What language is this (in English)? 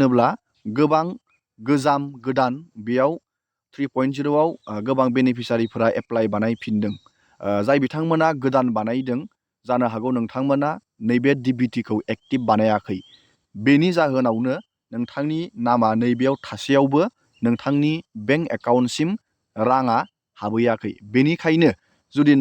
Bodo